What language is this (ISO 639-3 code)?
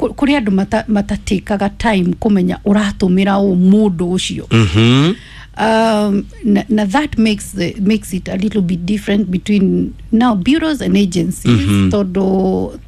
kik